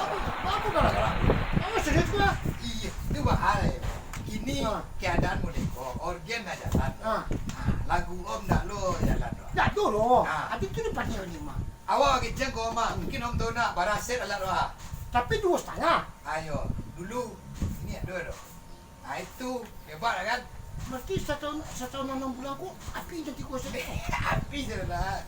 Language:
Minangkabau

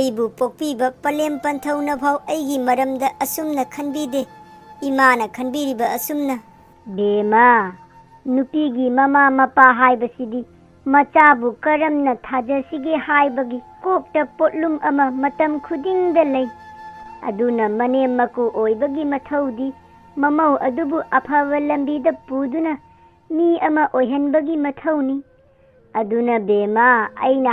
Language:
Manipuri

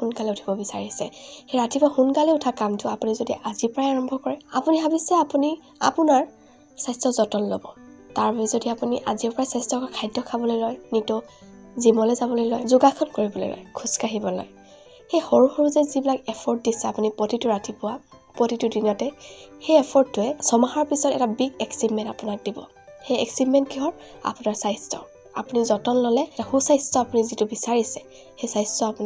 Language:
Assamese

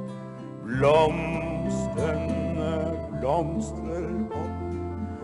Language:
Norwegian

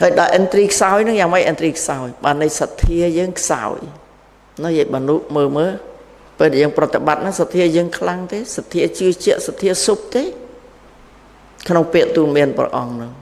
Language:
Khmer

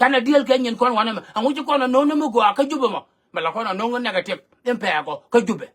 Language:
Nuer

